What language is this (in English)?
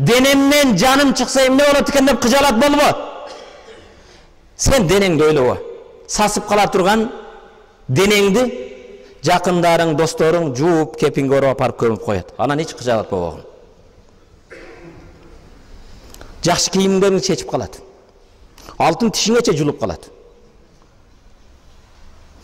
Kyrgyz